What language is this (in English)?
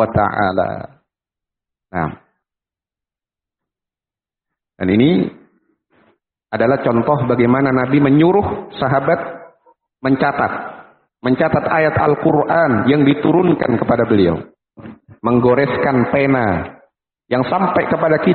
Indonesian